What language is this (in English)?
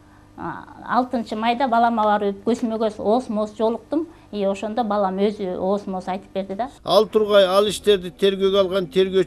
Kyrgyz